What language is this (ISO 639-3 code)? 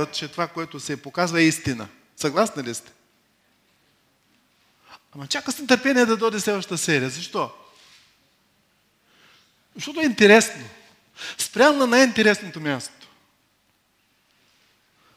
bul